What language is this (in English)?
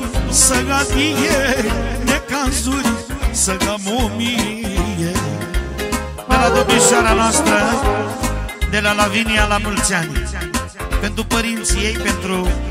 Romanian